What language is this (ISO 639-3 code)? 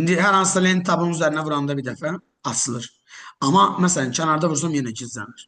aze